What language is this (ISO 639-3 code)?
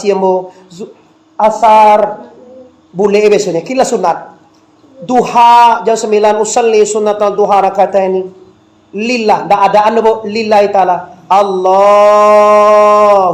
min